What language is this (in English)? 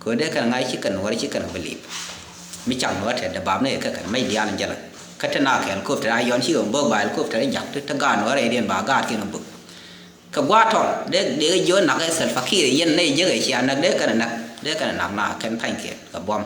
Nuer